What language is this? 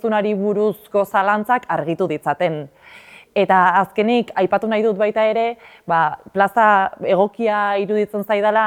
Basque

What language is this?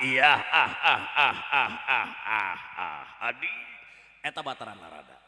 Sundanese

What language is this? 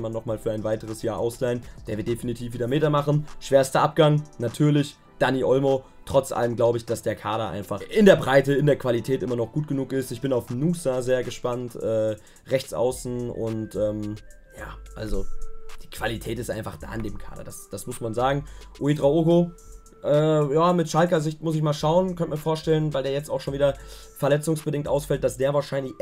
German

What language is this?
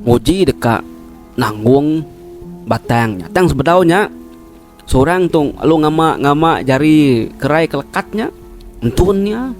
Iban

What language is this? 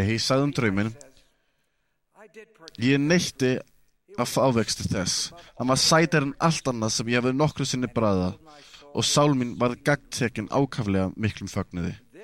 Icelandic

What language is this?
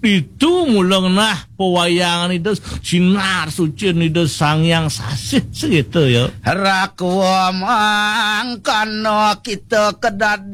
Balinese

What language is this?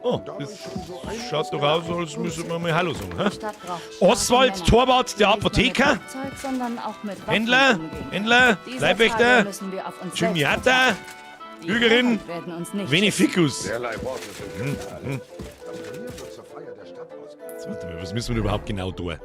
Bavarian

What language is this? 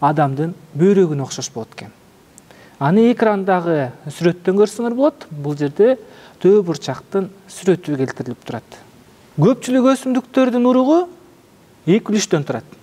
Kyrgyz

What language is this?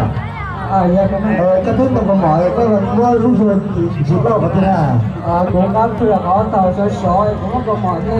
Hmong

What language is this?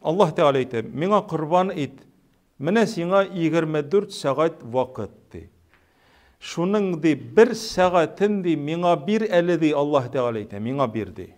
Tatar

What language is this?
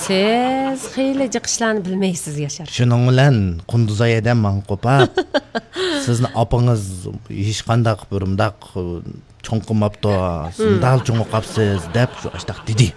Uyghur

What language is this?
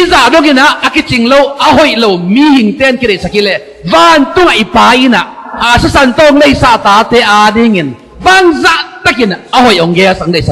Tedim Chin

